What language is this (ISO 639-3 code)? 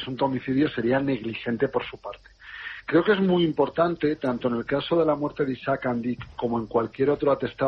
spa